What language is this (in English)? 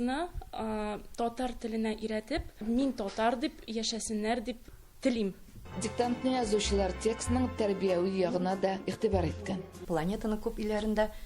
Tatar